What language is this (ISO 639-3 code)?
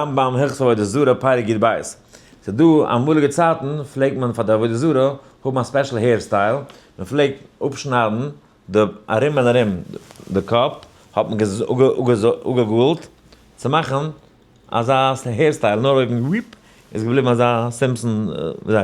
yid